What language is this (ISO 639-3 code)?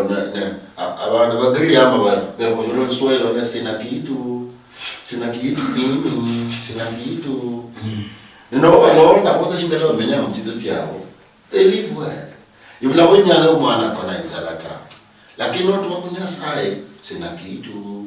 luy